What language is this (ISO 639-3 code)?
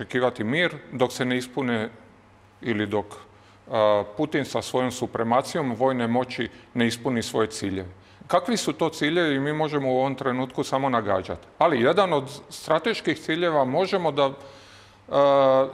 srp